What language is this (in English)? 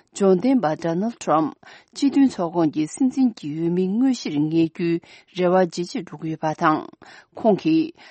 Tibetan